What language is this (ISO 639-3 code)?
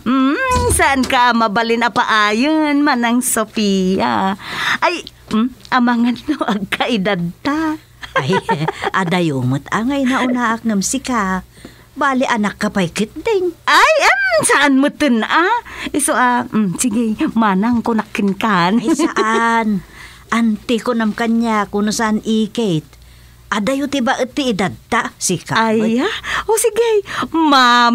ilo